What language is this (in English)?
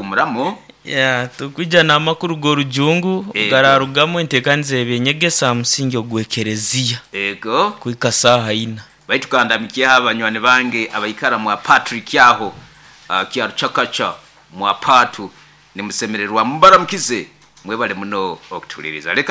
Nyoro